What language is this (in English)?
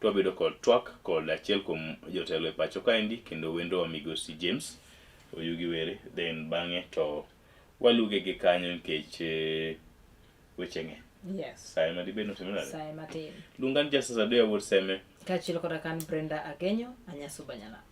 Luo (Kenya and Tanzania)